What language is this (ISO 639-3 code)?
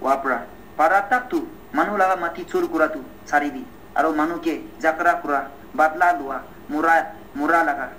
nag